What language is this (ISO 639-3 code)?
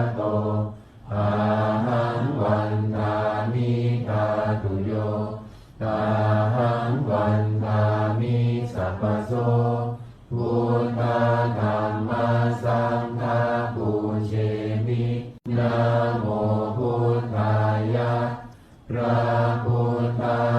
pli